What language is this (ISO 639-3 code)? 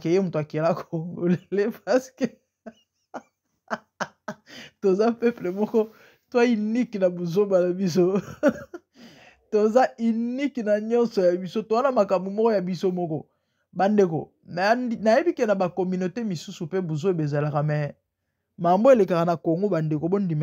lin